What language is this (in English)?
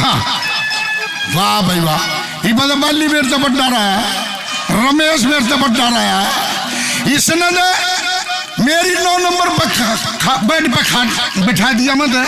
Haryanvi